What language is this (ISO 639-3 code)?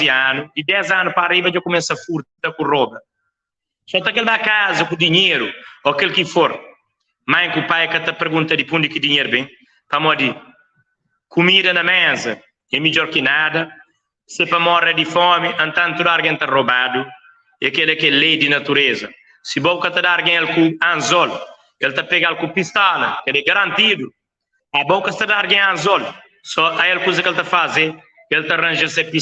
kea